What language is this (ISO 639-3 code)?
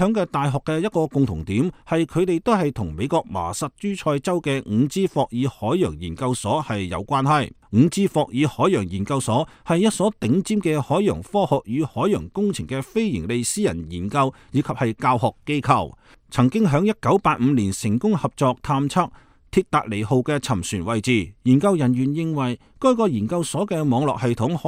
yue